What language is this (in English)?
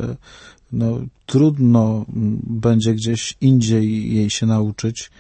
Polish